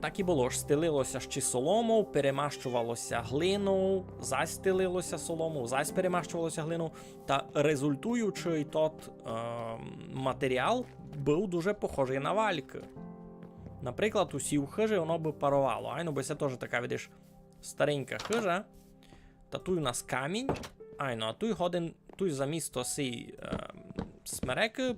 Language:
Rusyn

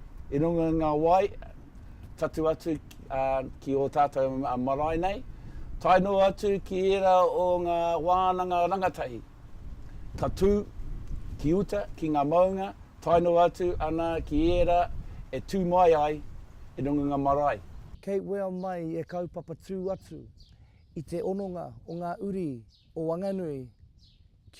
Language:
Māori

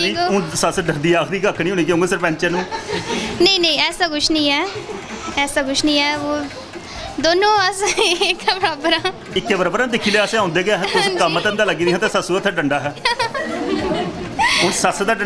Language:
Dogri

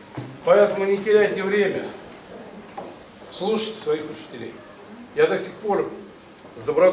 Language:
Russian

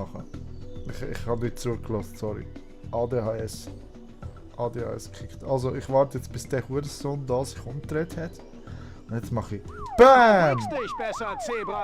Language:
Swiss German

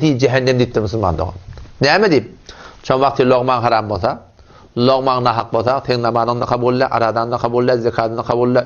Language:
Turkmen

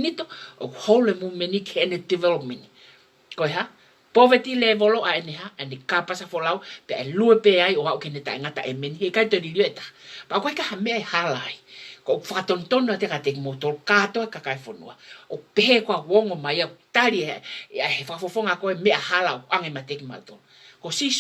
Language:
Tongan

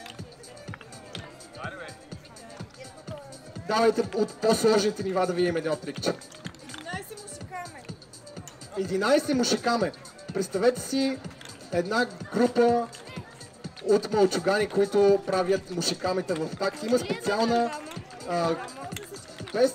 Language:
Bulgarian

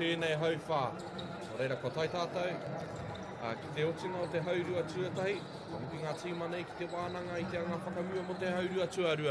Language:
Māori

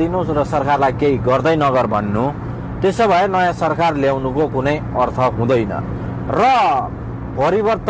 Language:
Nepali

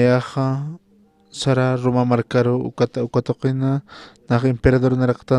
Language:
Aymara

